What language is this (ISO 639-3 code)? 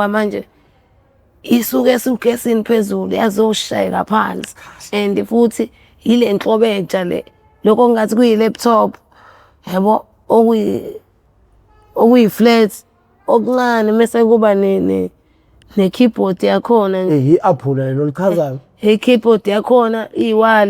zul